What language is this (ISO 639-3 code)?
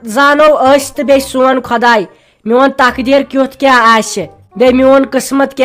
kas